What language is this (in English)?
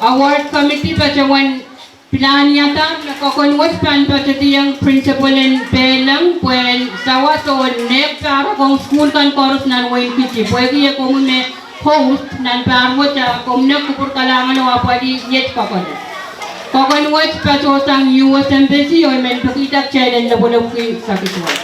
Pohnpeian